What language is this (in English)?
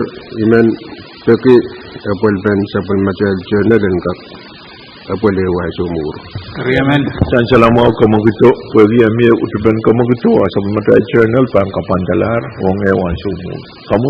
Pohnpeian